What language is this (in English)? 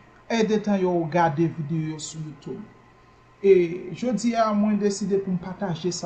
Haitian Creole